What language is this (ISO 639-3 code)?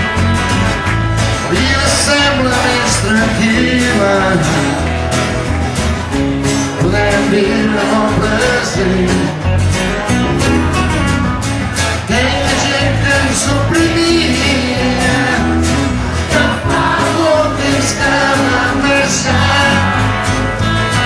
cat